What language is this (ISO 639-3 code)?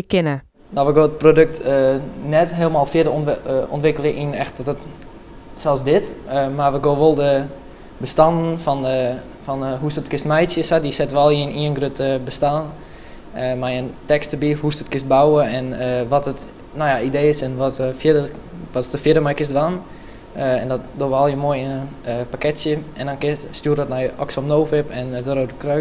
fry